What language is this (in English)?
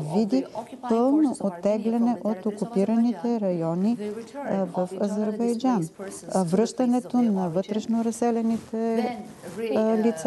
Bulgarian